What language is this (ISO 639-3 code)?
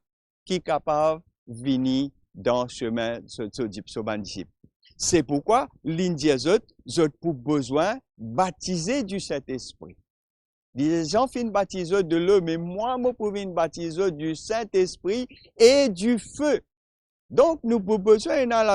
mfe